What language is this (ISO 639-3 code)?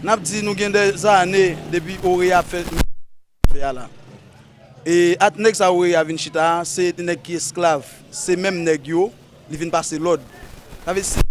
hat